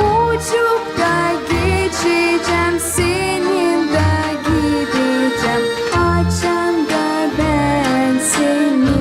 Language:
Gagauz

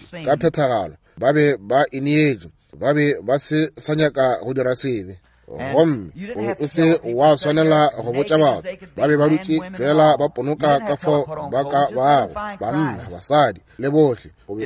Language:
Northern Sotho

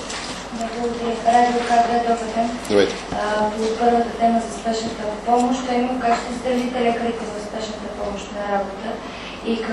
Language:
Bulgarian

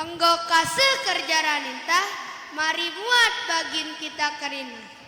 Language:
Batak Karo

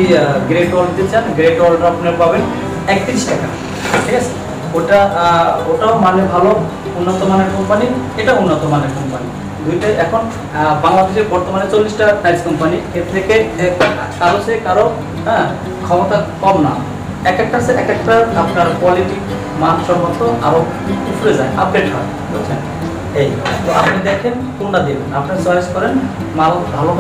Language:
Bangla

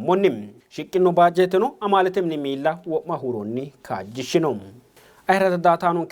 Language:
Sidamo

